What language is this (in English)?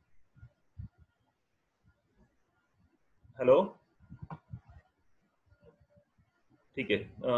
Marathi